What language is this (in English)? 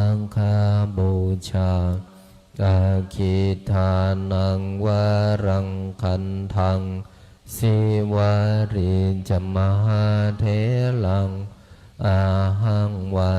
Pali